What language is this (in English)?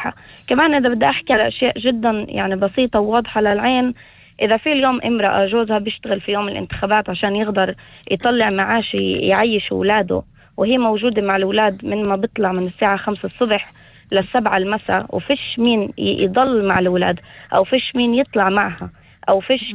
North Levantine Arabic